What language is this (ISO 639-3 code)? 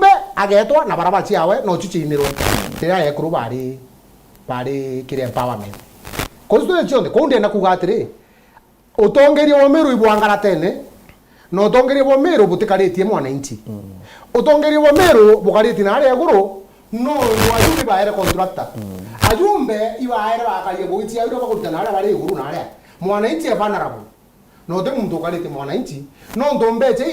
mer